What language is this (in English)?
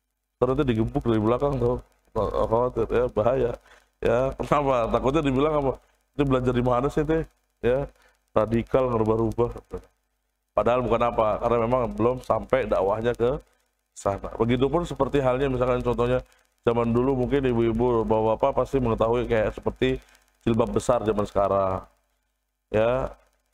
Indonesian